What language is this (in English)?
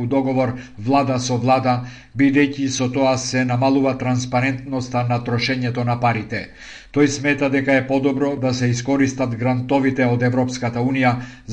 Macedonian